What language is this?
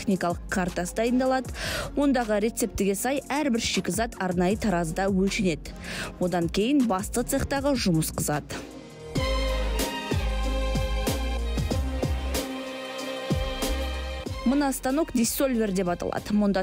Kazakh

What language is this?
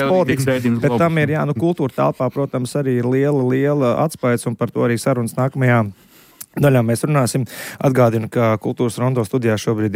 Latvian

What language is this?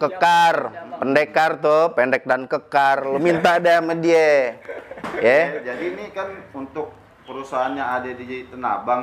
Betawi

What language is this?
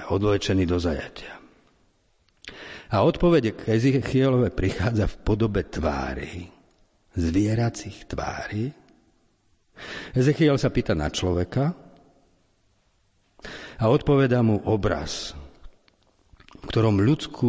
Slovak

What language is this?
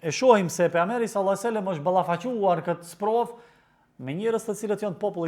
Albanian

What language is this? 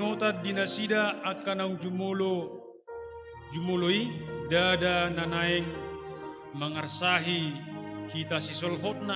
Batak Toba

